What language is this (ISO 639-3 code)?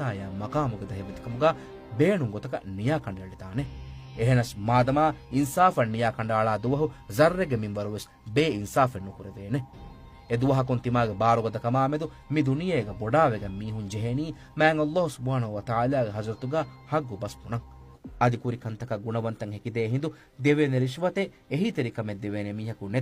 div